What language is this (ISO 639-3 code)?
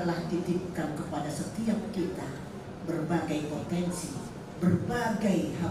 bts